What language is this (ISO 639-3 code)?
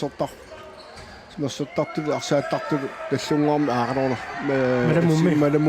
kal